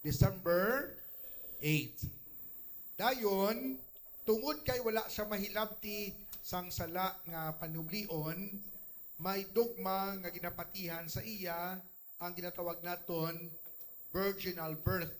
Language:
Hiligaynon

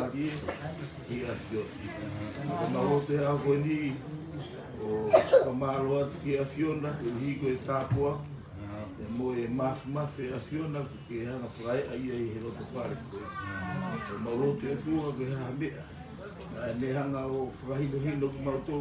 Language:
Tongan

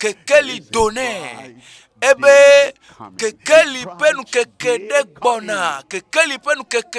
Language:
Ewe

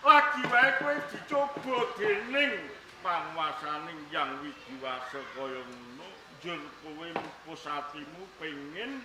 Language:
Javanese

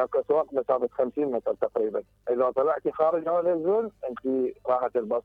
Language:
Mesopotamian Arabic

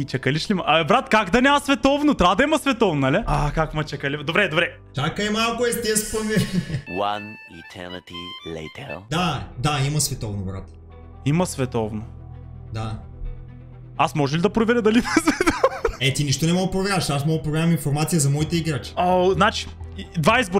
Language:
Bulgarian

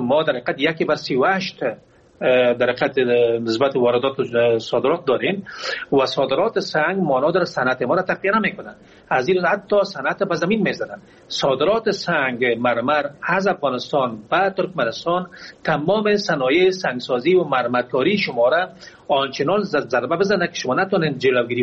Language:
Persian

